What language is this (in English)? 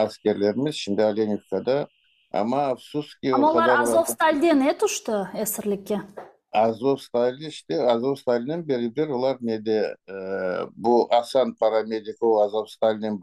Crimean Tatar